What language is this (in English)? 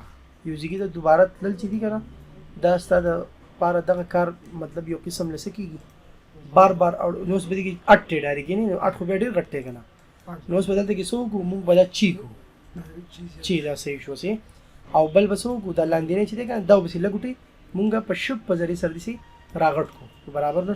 Pashto